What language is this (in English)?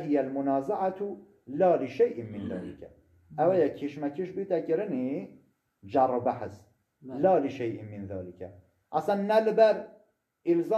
Persian